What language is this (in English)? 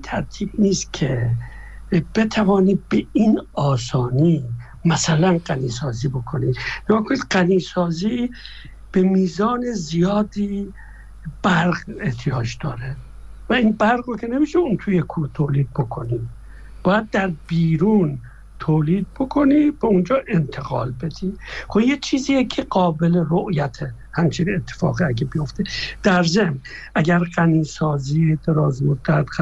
Persian